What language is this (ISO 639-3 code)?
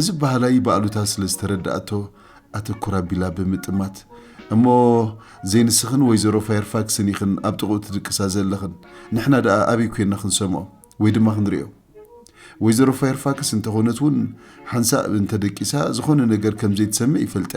tir